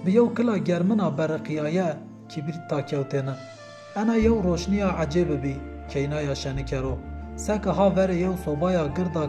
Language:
Zaza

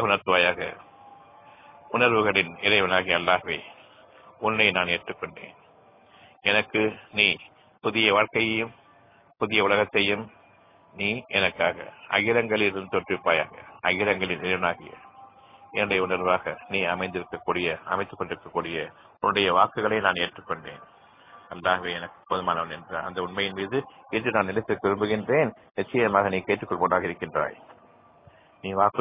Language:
Tamil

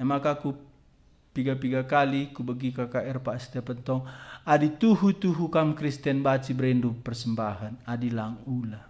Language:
Batak Karo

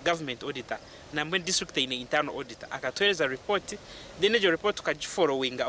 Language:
Nyankole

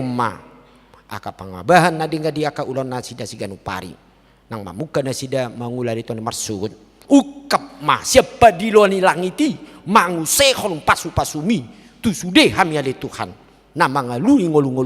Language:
Batak Toba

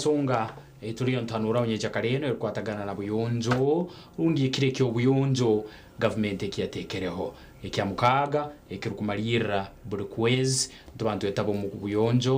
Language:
Nyankole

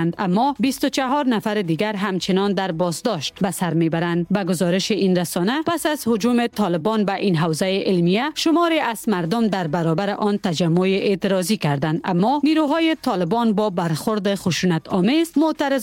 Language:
Persian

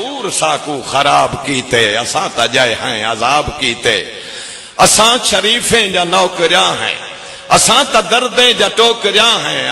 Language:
Saraiki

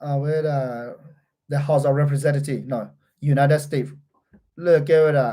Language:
S'gaw Karen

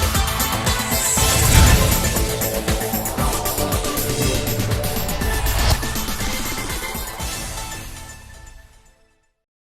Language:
Santali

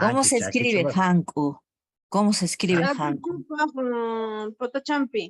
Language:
Quechua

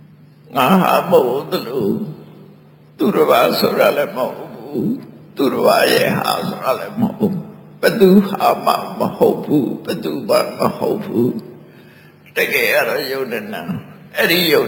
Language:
Burmese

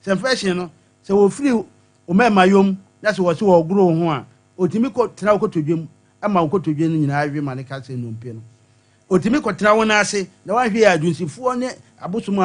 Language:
Akan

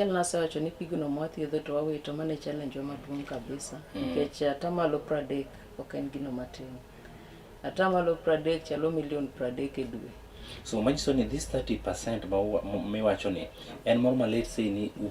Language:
Luo (Kenya and Tanzania)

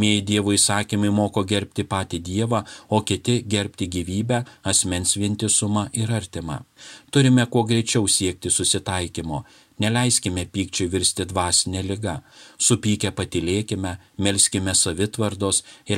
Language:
Lithuanian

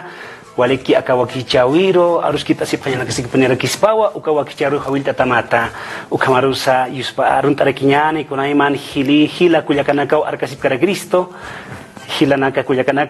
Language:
Aymara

